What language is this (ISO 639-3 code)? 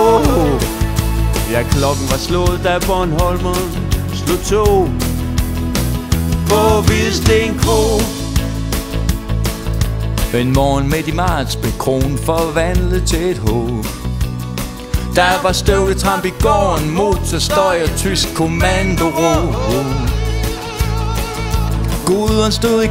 dan